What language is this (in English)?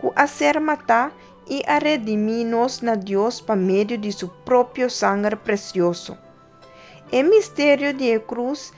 Papiamento